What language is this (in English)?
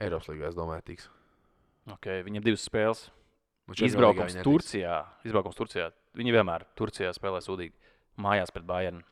Latvian